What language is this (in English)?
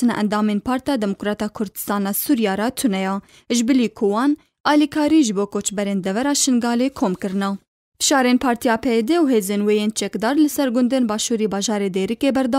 Kurdish